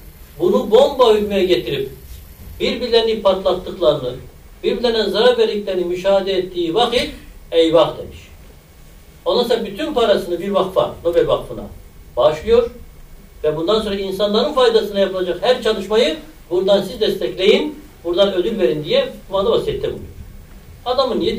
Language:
Turkish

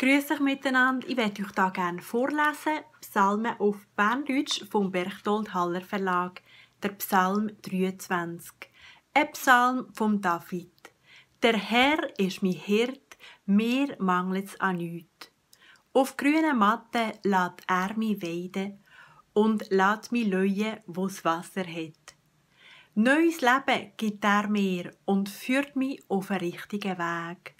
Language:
Swiss German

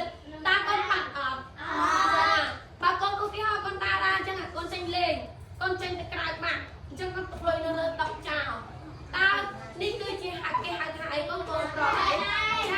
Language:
Khmer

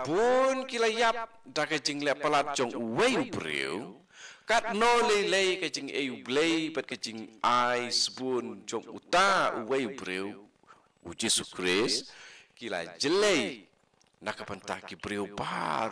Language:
Khasi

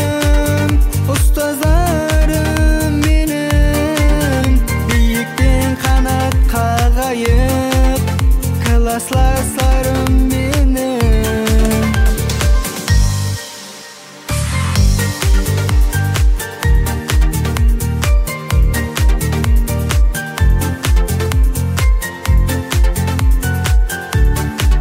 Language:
Kazakh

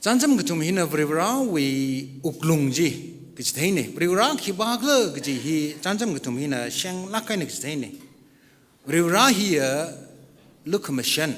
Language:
Tangkhul Naga (India)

